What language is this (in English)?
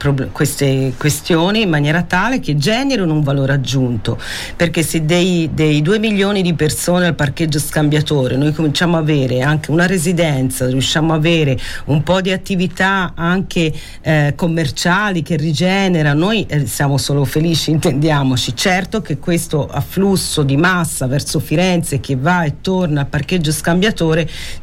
Italian